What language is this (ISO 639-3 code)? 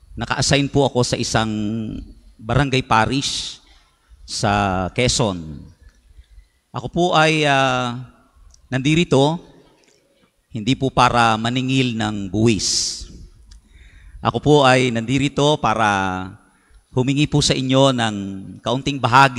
fil